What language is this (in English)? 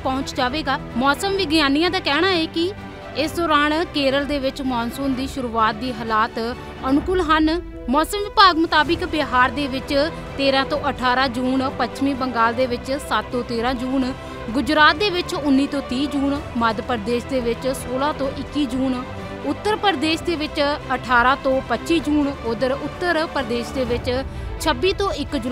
Punjabi